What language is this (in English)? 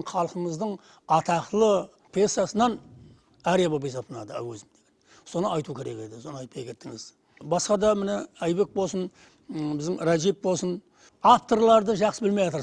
Kara-Kalpak